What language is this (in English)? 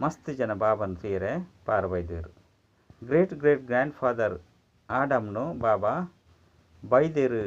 Tulu